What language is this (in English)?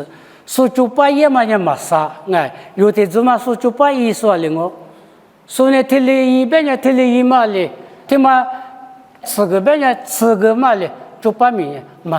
Lisu